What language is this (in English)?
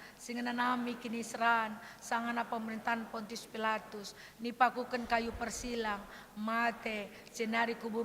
Batak Karo